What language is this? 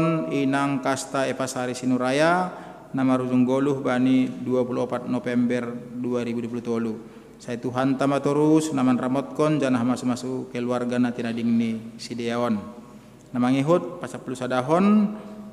Batak Simalungun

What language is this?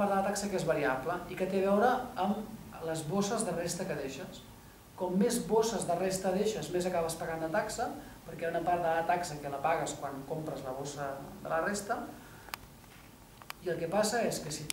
Catalan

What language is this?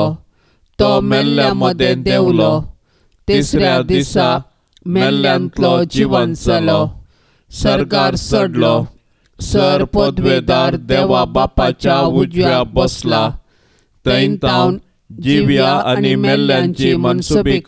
Konkani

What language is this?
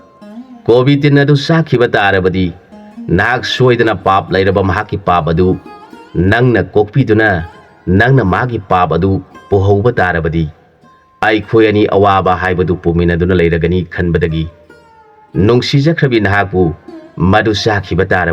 Manipuri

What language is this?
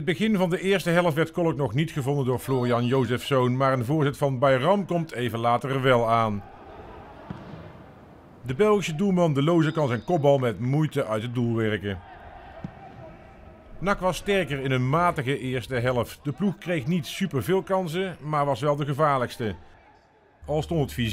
Dutch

